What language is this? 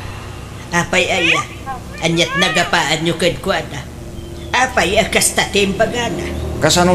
Iloko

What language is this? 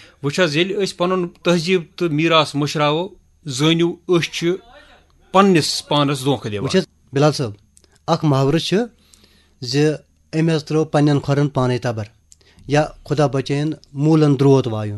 Kashmiri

